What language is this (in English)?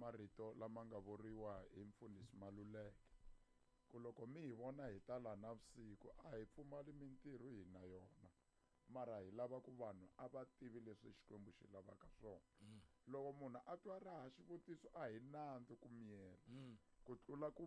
Tsonga